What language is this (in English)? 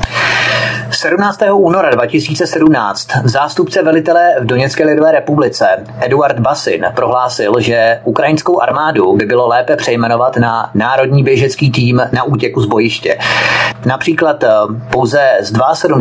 Czech